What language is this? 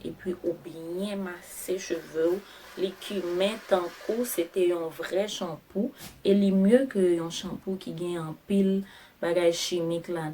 Haitian Creole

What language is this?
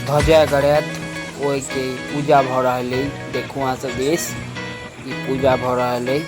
Maithili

